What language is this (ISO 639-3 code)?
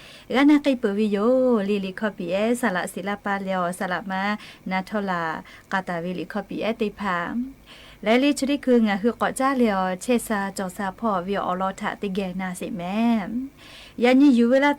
lhu